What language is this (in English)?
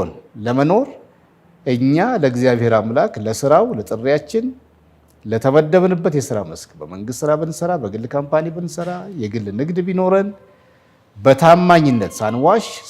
Amharic